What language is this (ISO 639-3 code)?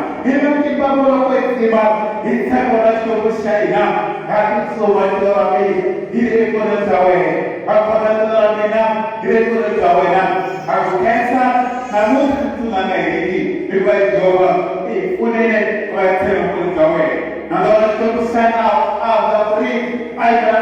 tso